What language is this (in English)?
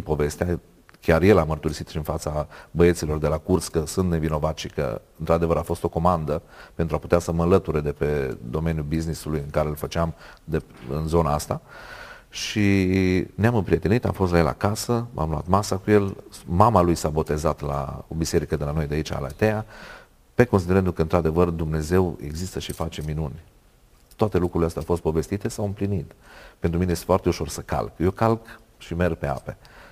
Romanian